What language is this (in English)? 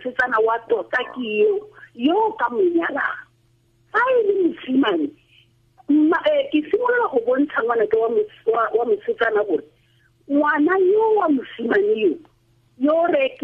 Tswana